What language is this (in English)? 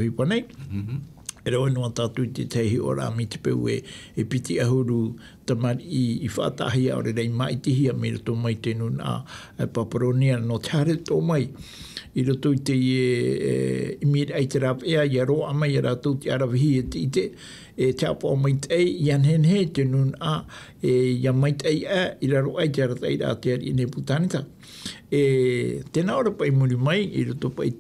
Tahitian